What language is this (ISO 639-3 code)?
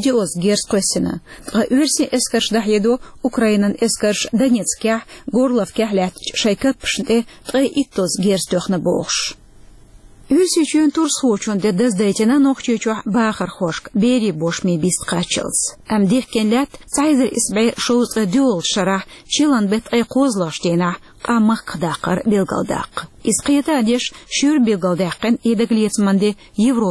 che